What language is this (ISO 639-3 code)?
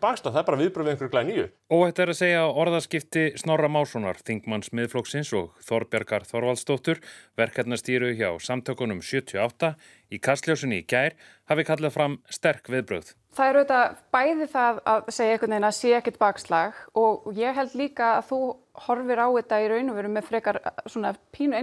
isl